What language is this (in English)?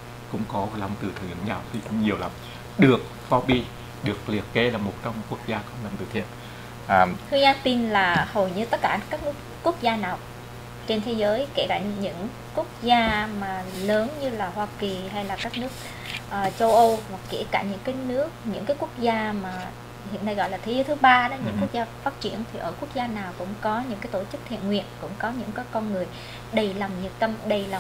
Vietnamese